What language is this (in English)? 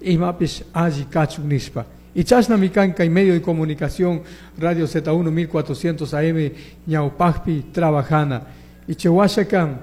Chimborazo Highland Quichua